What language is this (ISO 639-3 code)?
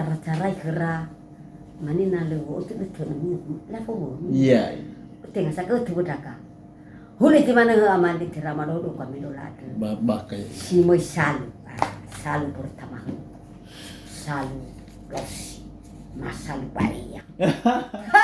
nia